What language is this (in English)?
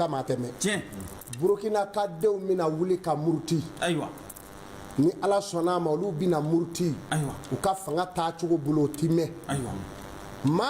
Bambara